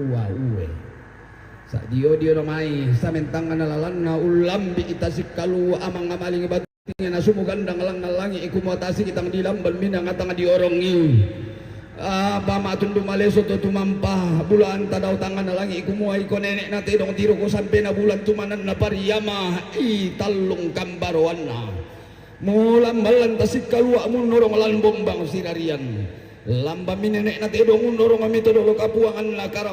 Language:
Toraja-Sa'dan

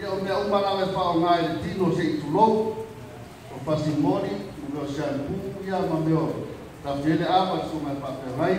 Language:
Samoan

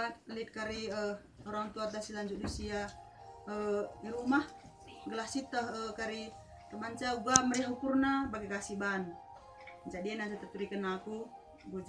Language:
Batak Karo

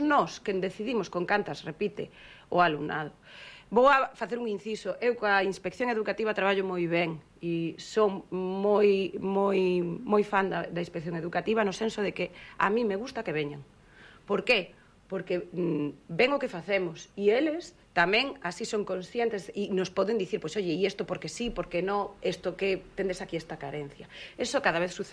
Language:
Galician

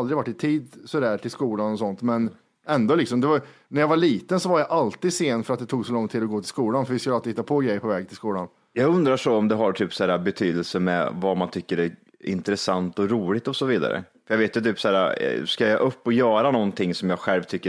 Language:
Swedish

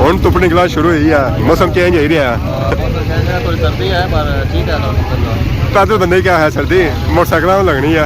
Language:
Pahari-Potwari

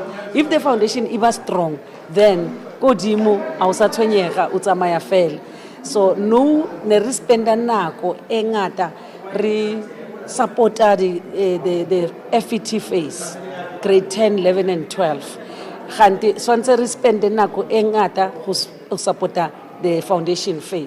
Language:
Tswana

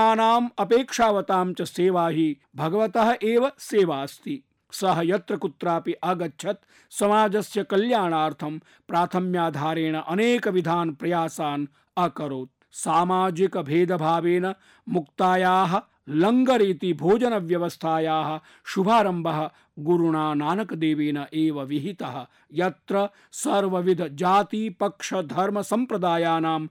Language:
Sanskrit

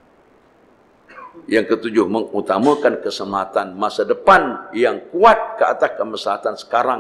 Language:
Malay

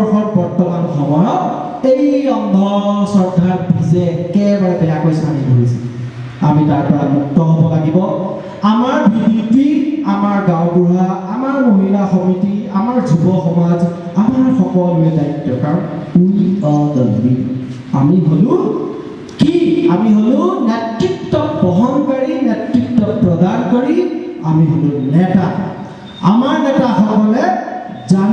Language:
Assamese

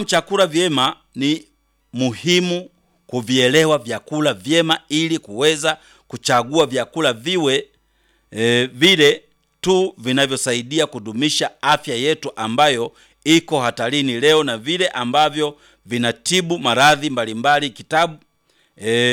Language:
Swahili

